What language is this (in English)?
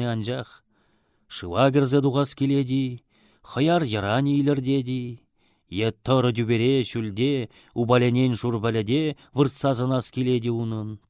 Chuvash